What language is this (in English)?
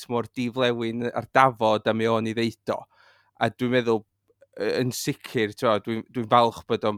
Welsh